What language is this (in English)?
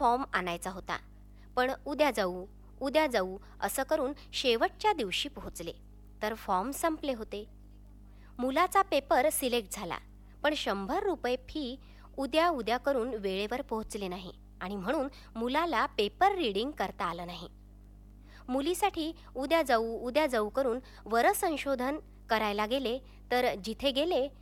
Marathi